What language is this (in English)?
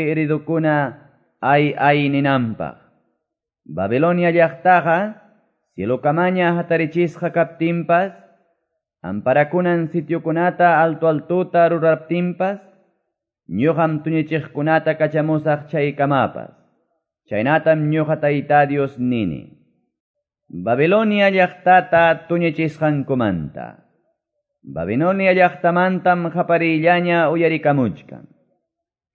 Quechua